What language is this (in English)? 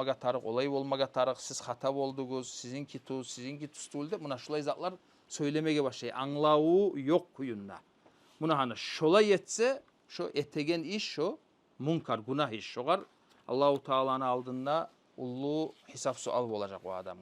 Kumyk